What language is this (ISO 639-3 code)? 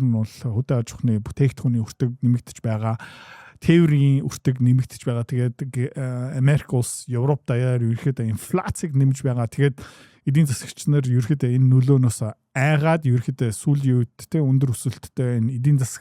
mon